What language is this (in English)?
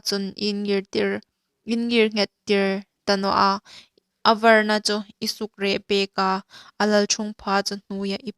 Hmar